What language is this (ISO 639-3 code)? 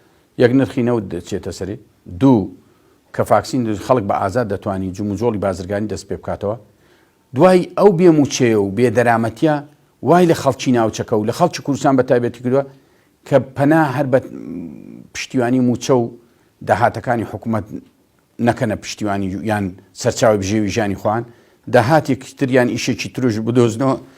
ckb